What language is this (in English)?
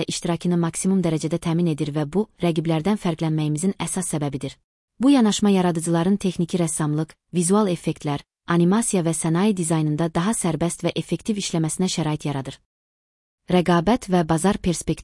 Azerbaijani